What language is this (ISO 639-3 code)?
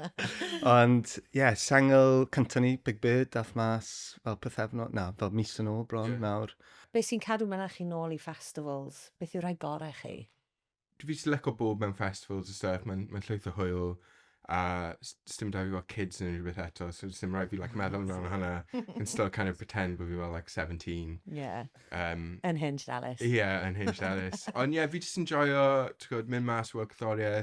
cym